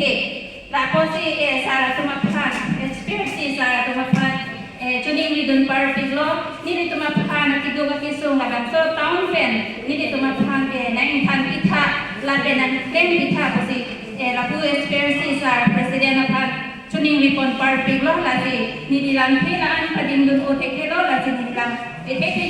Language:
Karbi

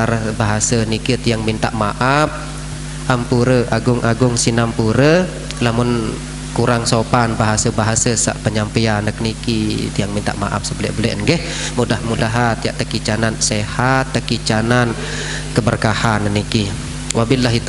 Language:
Sasak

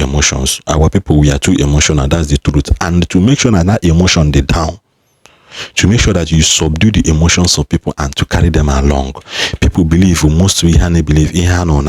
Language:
Igbo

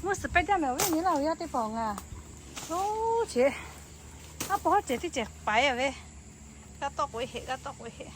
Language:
Lahu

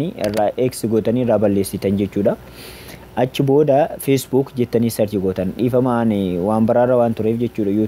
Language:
Oromo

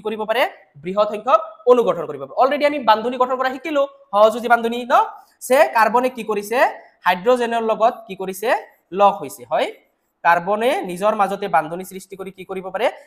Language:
Assamese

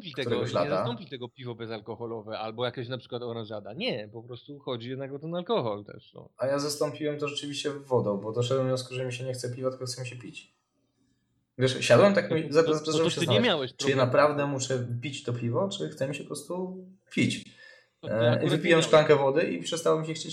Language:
Polish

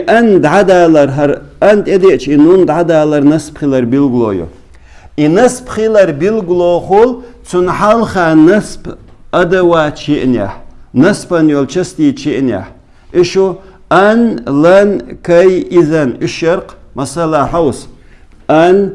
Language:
Chechen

